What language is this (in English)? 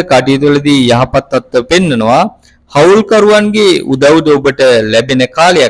Sinhala